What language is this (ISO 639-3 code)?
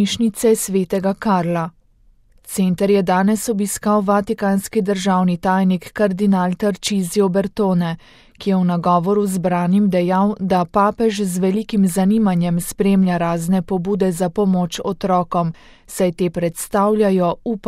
slv